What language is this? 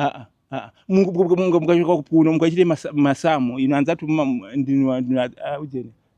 Nyanja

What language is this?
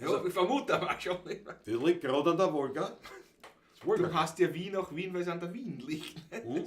Bavarian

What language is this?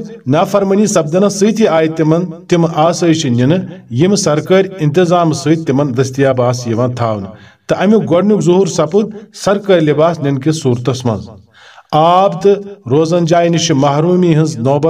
Kashmiri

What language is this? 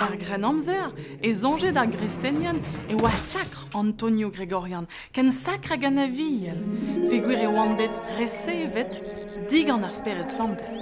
Breton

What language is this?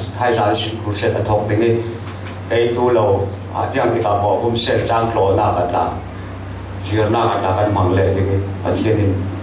Falam Chin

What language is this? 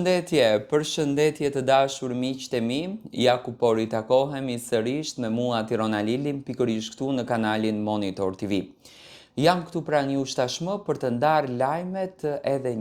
Albanian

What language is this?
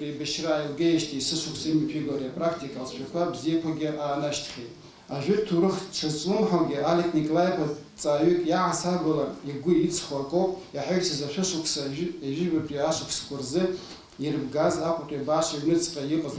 Abkhazian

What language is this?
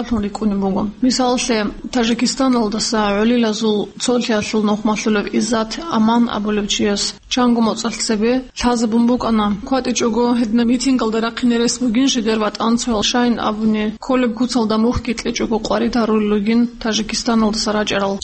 Avaric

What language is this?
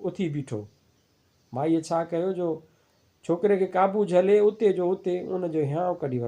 Sindhi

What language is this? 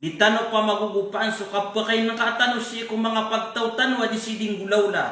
Maranao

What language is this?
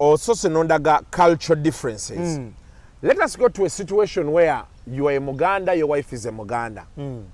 Ganda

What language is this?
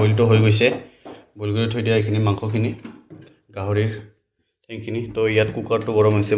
Assamese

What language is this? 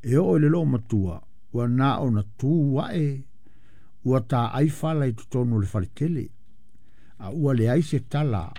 Samoan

